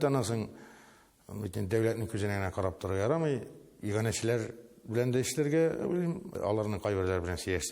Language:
Tatar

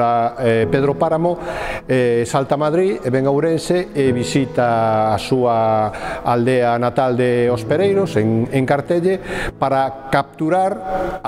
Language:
Galician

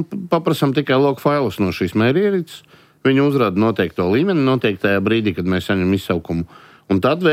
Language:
Latvian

